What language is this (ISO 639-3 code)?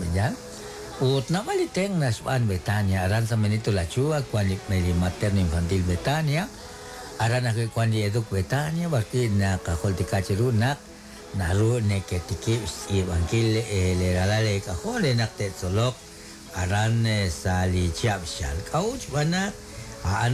kek